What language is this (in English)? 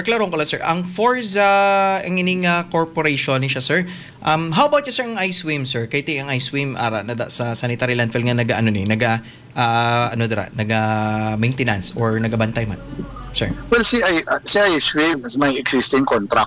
Hiligaynon